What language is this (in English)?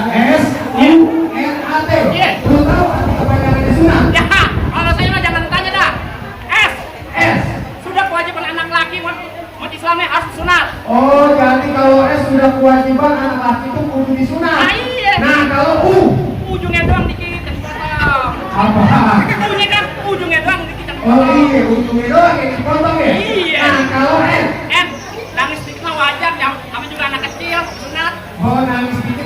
Betawi